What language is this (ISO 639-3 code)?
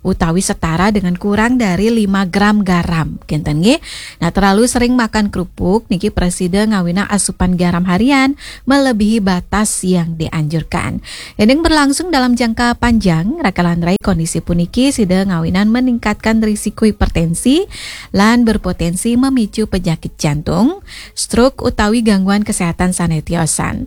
ban